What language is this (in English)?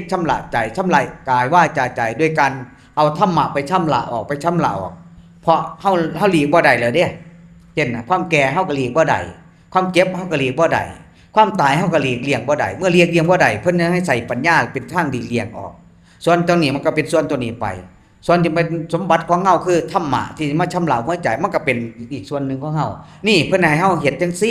Northeastern Thai